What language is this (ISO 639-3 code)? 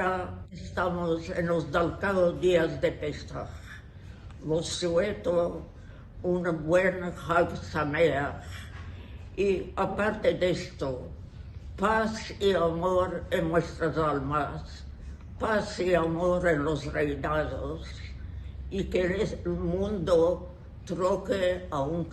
lad